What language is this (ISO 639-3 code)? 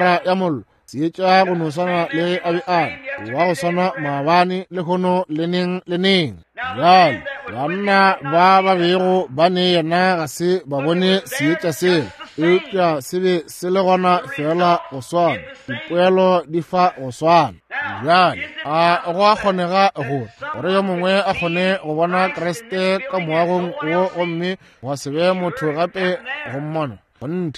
nso